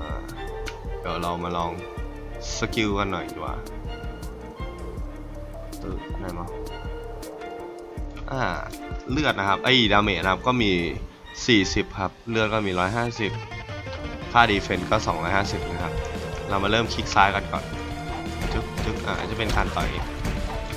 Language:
Thai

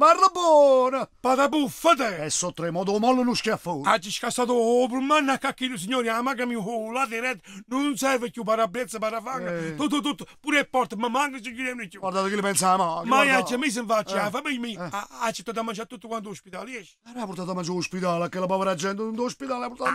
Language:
Neapolitan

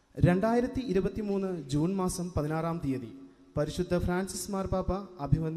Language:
Malayalam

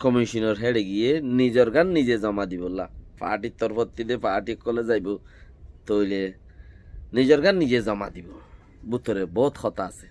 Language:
Rohingya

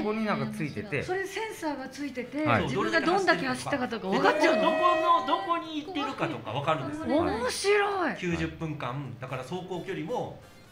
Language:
Japanese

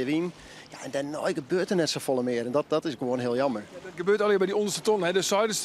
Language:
Western Frisian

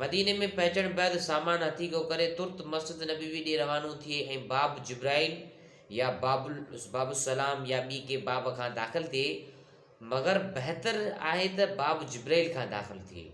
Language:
Sindhi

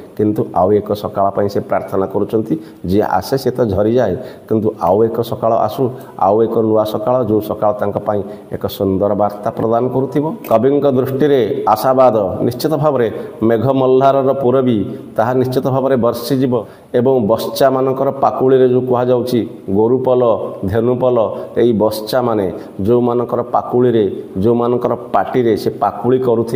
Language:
Odia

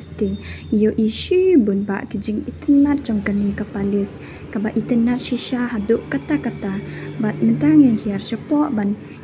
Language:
Khasi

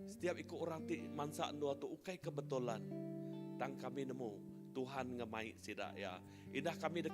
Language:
Iban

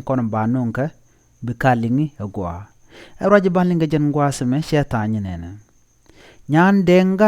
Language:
Nuer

